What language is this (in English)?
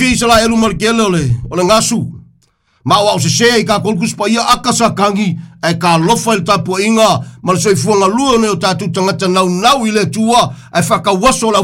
Samoan